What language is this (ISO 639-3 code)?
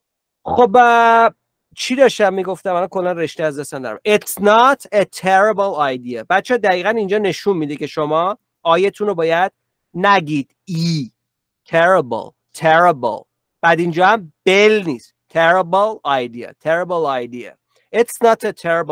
fas